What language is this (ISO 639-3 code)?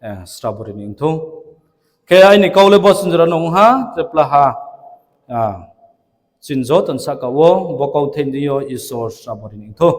ria